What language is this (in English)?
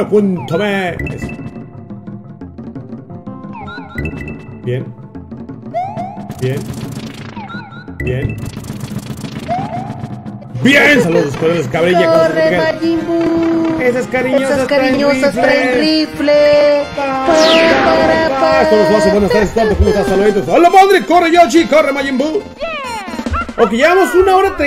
Spanish